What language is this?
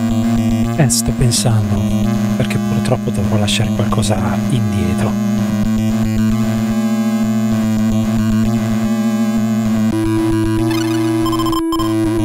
Italian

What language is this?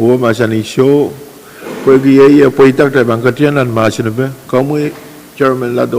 Pohnpeian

